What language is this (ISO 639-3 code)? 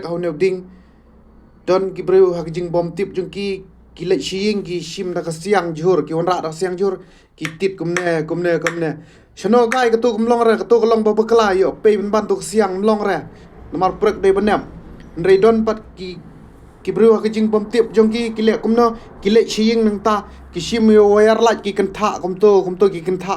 kha